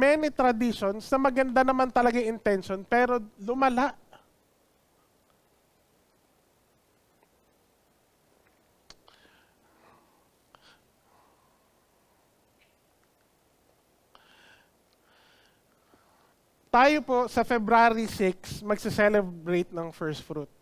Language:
Filipino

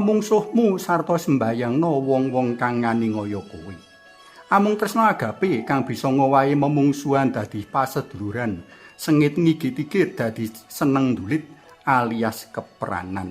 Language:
Javanese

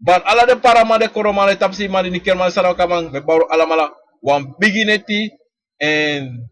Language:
Sranan Tongo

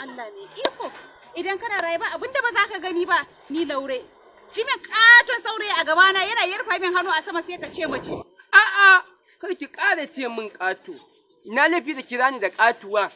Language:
Hausa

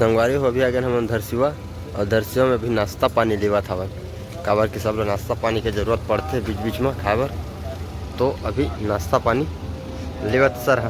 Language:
Chhattisgarhi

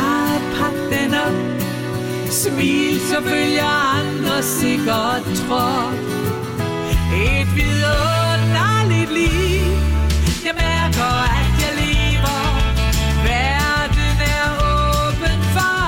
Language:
Danish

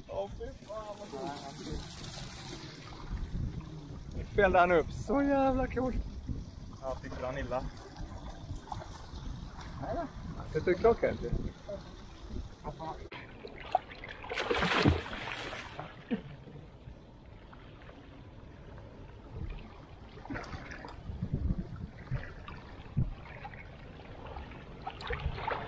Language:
Swedish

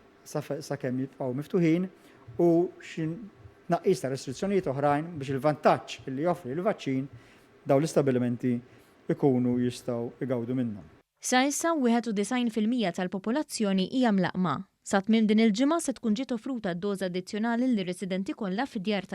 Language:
Maltese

